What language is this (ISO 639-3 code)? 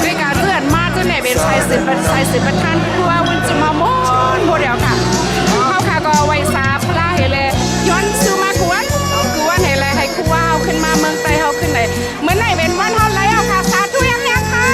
shn